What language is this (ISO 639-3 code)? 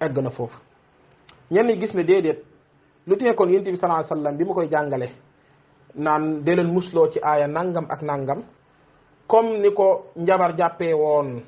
wol